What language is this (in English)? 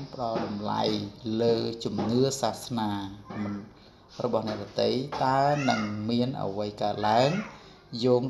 Khmer